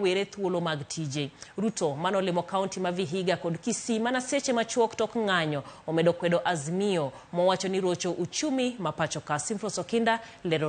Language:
Luo (Kenya and Tanzania)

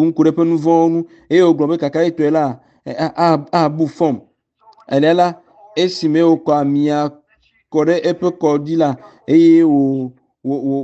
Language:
Ewe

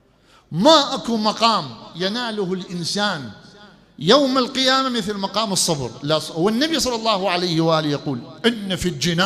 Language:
Mesopotamian Arabic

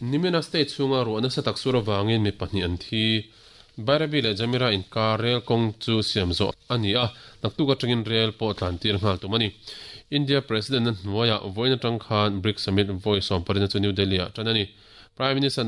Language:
Mizo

